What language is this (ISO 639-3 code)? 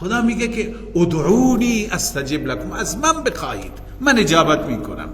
fas